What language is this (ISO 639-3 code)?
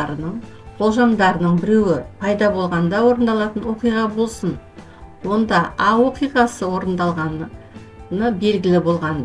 kaz